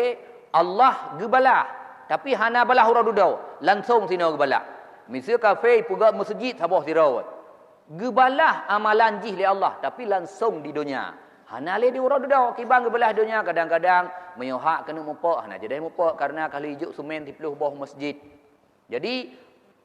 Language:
Achinese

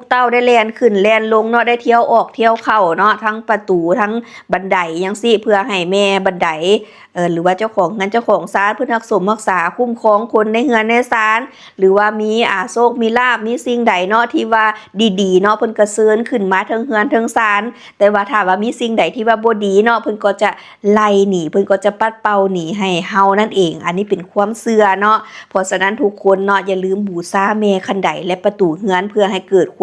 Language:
Lao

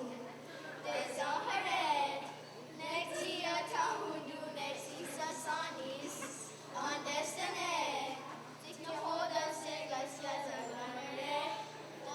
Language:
Mohawk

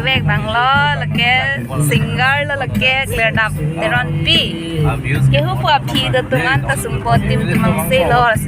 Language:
Karbi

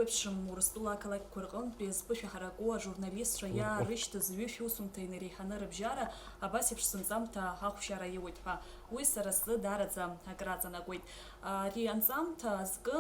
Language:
Abkhazian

